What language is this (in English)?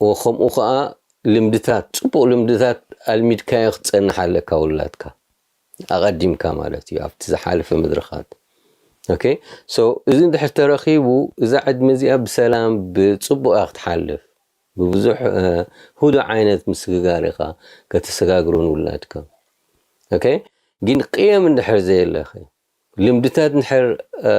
Tigrinya